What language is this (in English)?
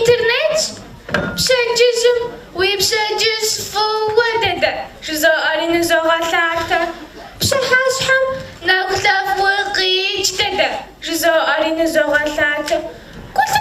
Kabardian